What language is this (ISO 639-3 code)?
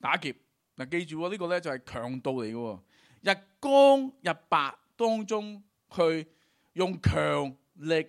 yue